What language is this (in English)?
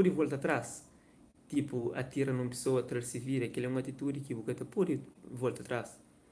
Kabuverdianu